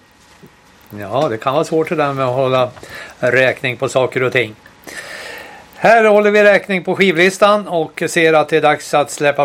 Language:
Swedish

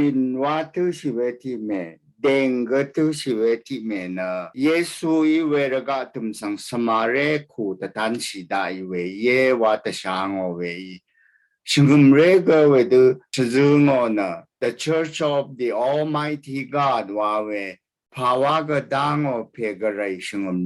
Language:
Rawang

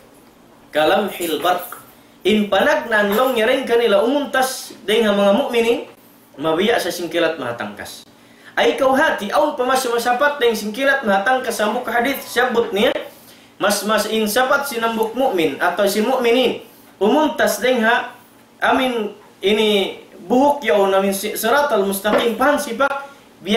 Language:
Tausug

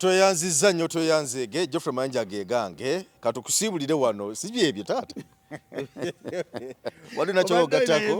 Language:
Ganda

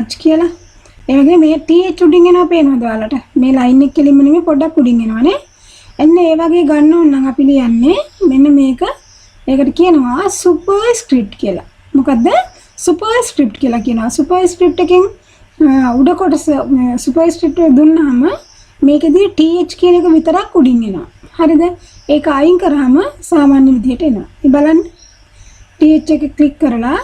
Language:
Sinhala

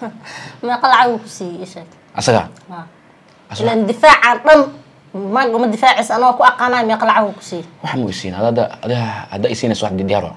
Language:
Somali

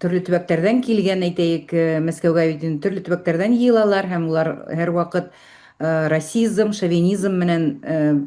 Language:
Bashkir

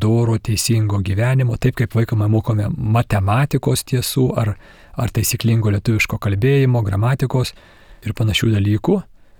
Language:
Lithuanian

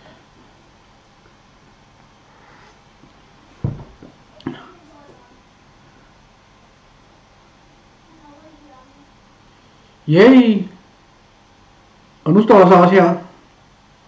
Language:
Danish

